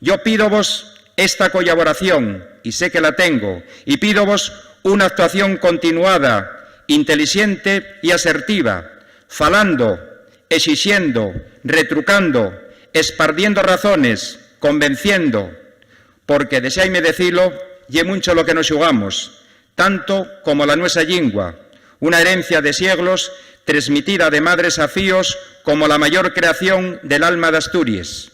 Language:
Asturian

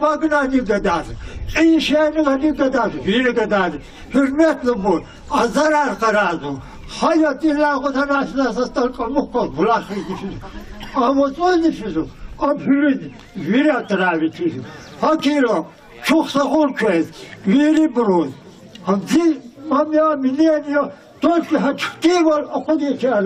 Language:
Lezghian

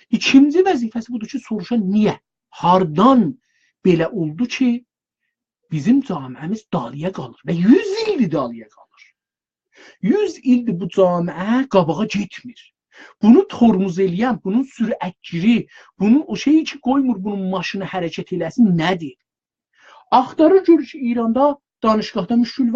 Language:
South Azerbaijani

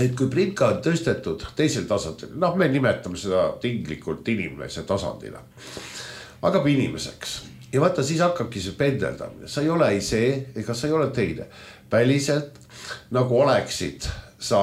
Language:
Estonian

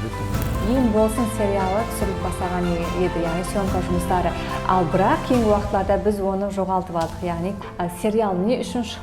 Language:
Kara-Kalpak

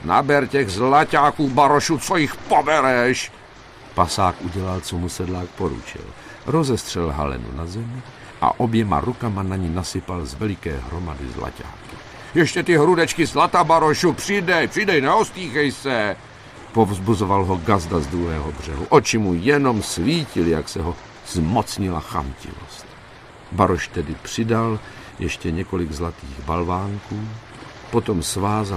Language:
Czech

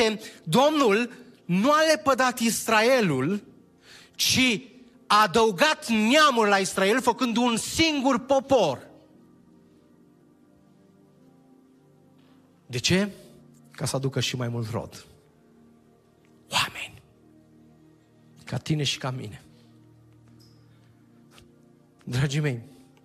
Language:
Romanian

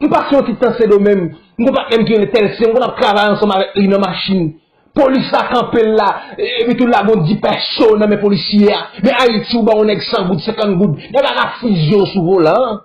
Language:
Haitian Creole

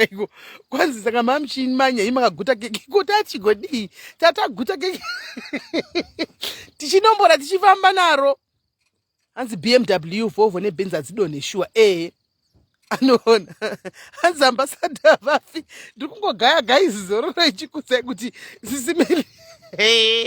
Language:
Shona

